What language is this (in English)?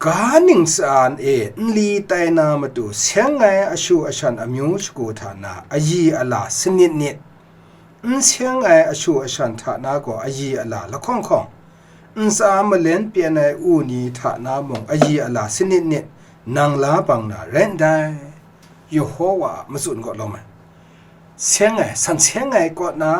Kachin